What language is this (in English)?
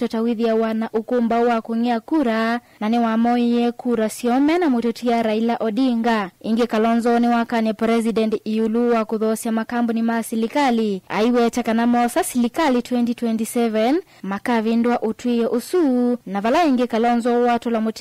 Kamba